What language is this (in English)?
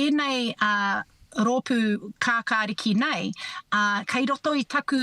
Māori